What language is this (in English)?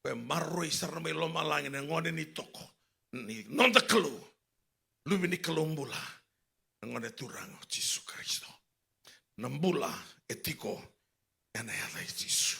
Fijian